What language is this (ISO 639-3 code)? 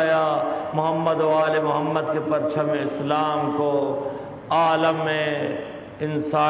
urd